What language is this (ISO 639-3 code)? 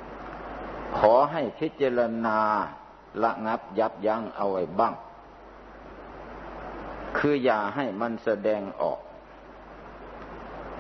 tha